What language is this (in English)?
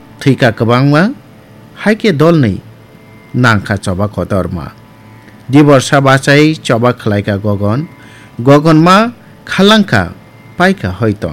Kok Borok